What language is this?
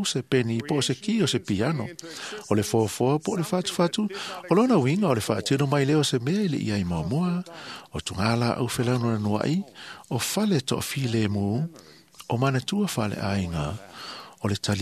Samoan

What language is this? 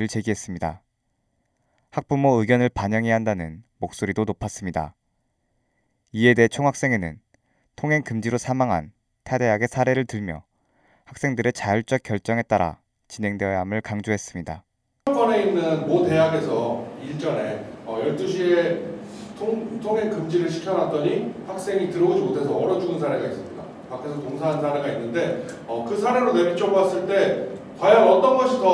Korean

